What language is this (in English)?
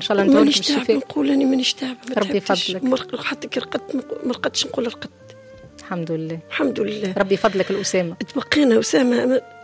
Tunisian Arabic